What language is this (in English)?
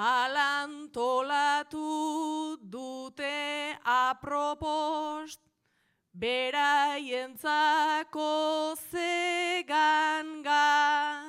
Basque